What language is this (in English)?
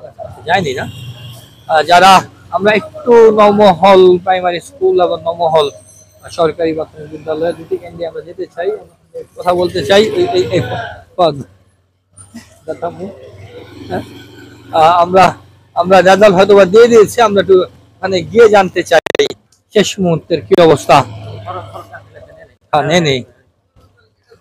Bangla